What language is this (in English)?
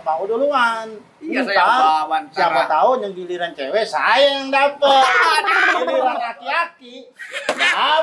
Betawi